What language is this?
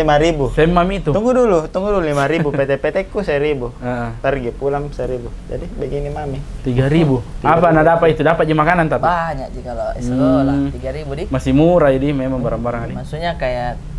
Makassar Malay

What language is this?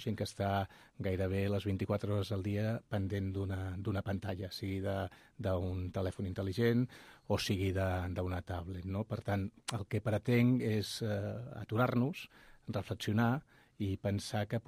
Catalan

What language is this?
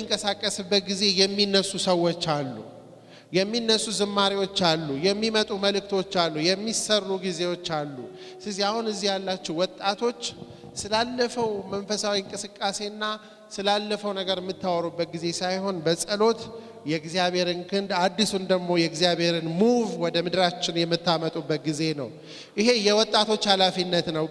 Amharic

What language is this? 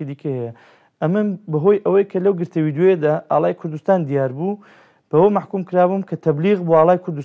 Central Kurdish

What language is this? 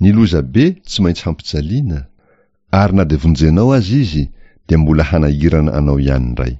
Malagasy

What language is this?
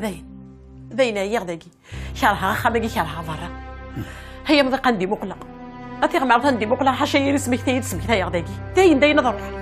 Kabyle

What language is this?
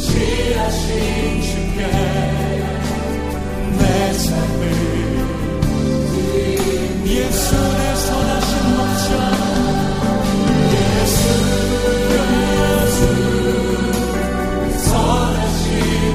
Korean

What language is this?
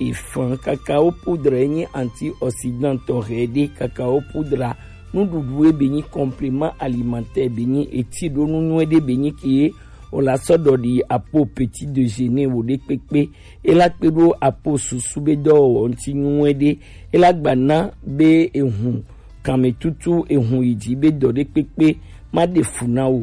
Gen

